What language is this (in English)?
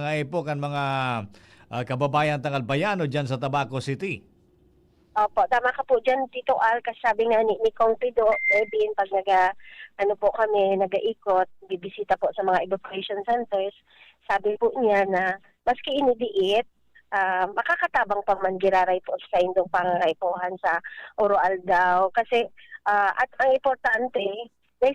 Bikol